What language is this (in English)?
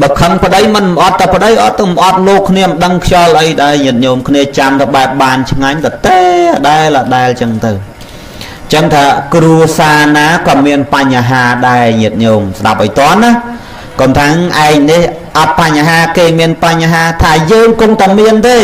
Khmer